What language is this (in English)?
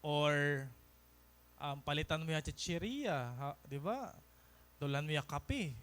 Waray